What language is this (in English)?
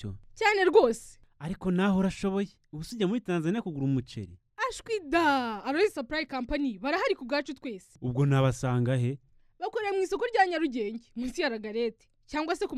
Kinyarwanda